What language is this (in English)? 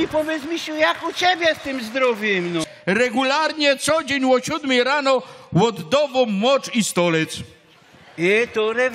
Silesian